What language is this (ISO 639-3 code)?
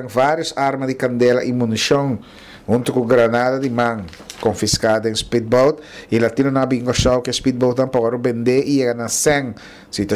pap